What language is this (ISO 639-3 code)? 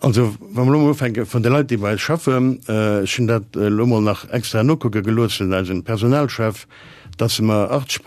ltz